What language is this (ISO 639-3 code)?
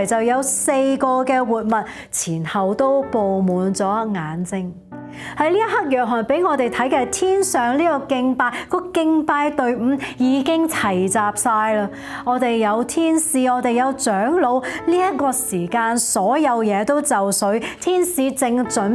yue